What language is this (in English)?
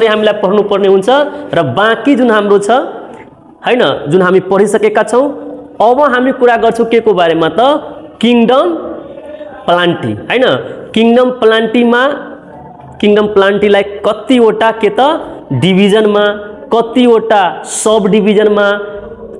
Nepali